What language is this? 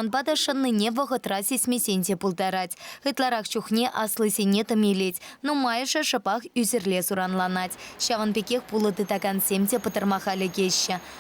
Chuvash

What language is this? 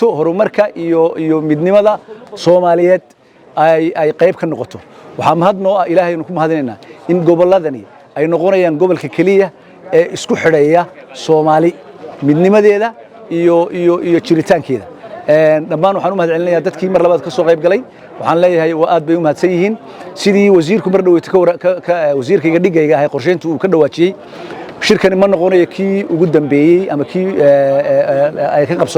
Somali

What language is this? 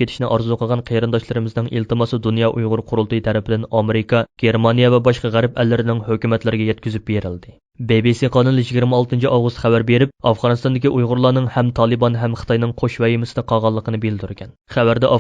Uyghur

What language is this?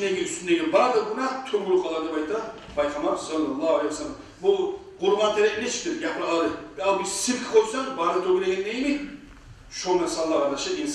Kumyk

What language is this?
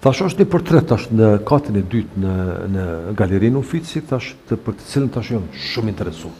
Albanian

